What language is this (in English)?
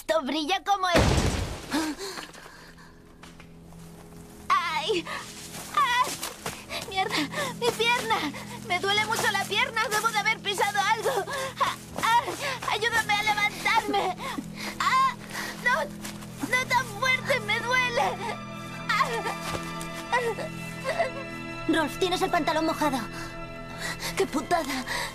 Spanish